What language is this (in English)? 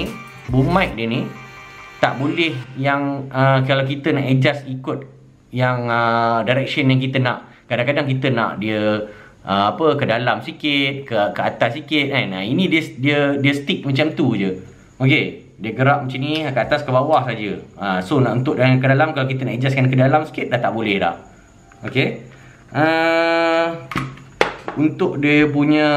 Malay